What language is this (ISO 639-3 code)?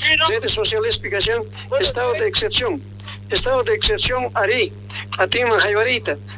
quh